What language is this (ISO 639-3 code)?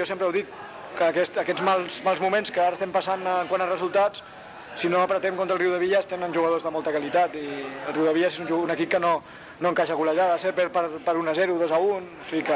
cat